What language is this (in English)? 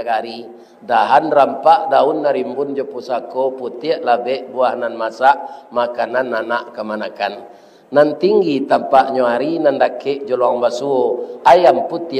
Minangkabau